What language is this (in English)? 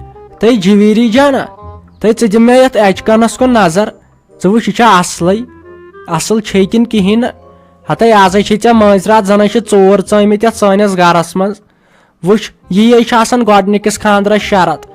Kashmiri